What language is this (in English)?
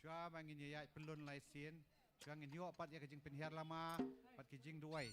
Khasi